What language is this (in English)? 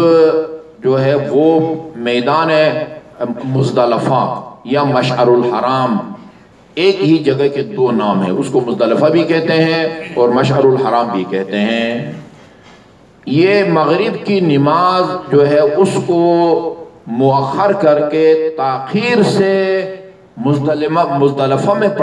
Urdu